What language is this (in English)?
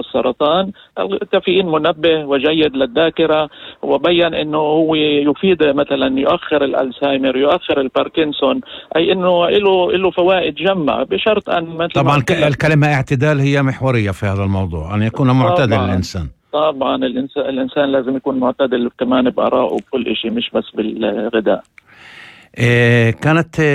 North Levantine Arabic